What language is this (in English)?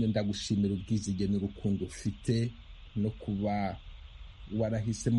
Kinyarwanda